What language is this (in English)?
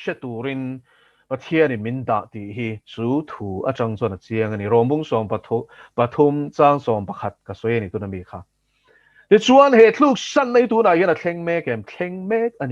Mizo